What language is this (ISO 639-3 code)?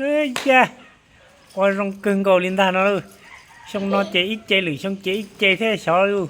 hmn